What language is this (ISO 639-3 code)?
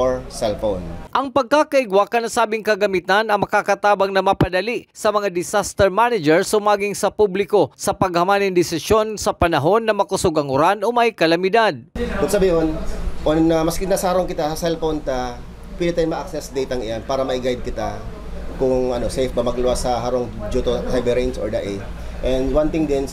bik